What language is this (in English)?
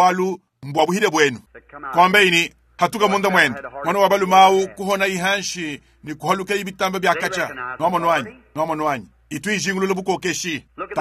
Luba-Lulua